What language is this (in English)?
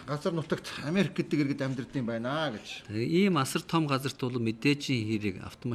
Mongolian